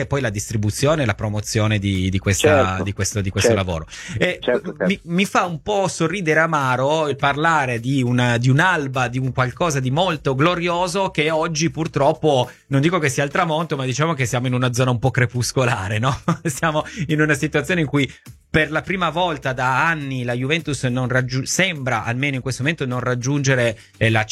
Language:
Italian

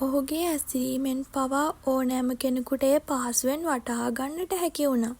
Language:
Sinhala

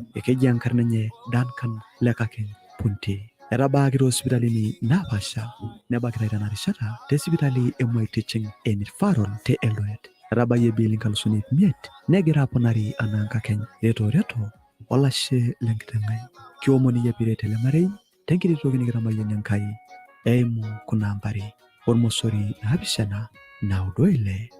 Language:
Masai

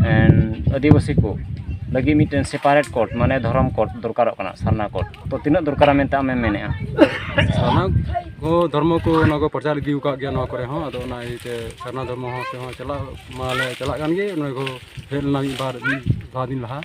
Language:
Santali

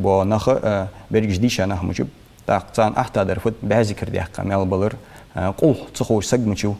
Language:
Ingush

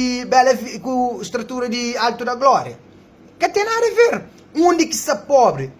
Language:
Kabuverdianu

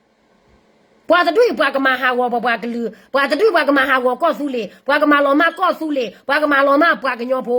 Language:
S'gaw Karen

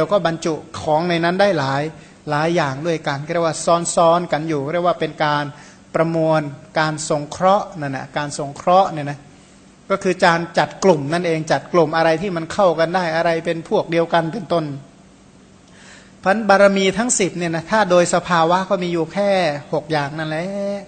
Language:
Thai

